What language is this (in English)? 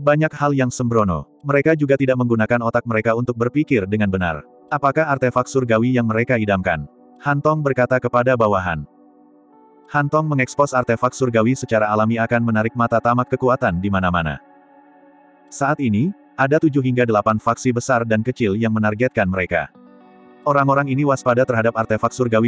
Indonesian